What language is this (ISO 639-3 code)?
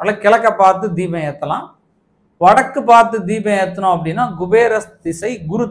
tam